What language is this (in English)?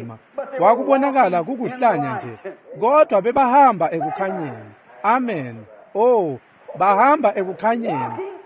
Swati